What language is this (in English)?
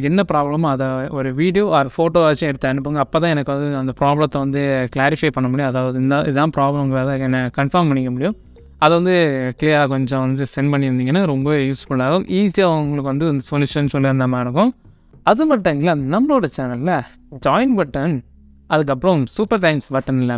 Tamil